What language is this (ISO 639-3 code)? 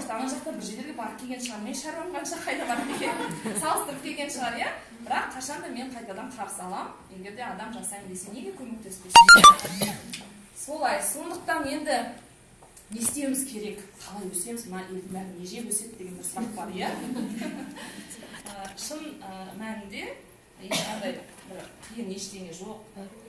kaz